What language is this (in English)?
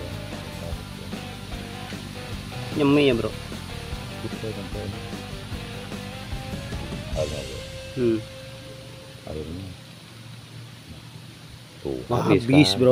Indonesian